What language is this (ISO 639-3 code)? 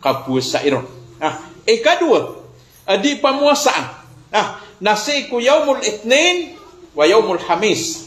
mrw